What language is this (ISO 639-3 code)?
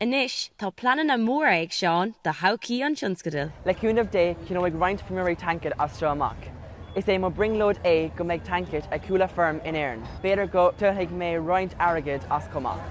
gle